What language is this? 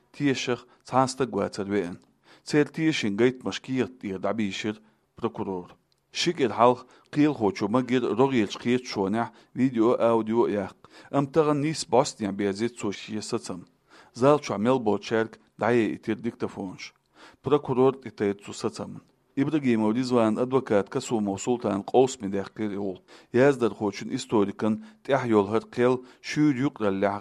Chechen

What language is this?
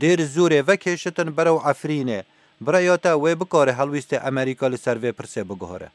Kurdish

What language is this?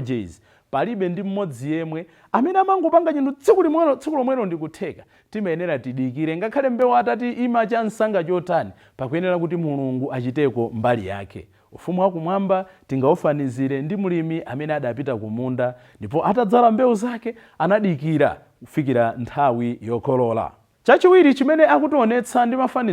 Nyanja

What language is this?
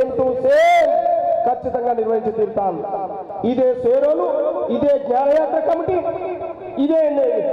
Telugu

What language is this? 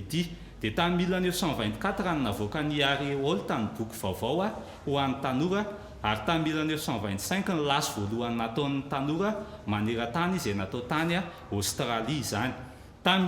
Malagasy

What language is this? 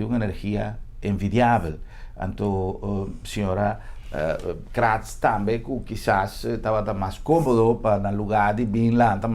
Papiamento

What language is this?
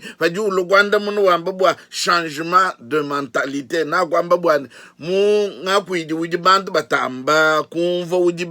Luba-Lulua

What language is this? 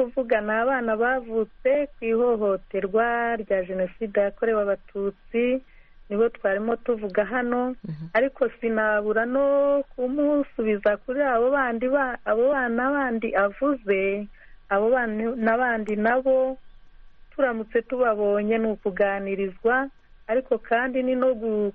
Kinyarwanda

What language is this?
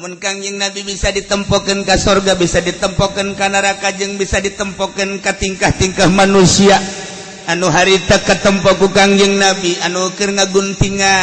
Sundanese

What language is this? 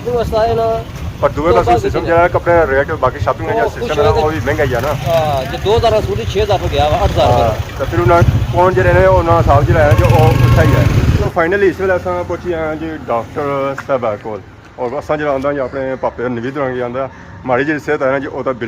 Pahari-Potwari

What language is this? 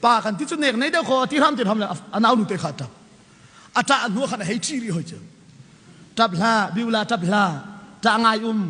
Hakha Chin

